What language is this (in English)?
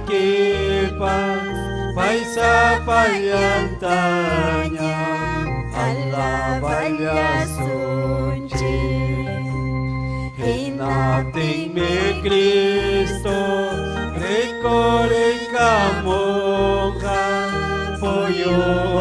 Ayacucho Quechua